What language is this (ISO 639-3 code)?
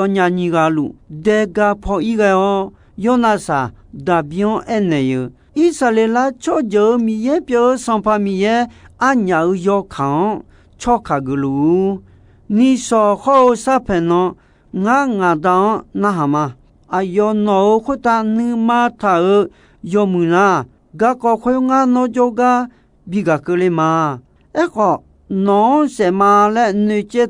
ahk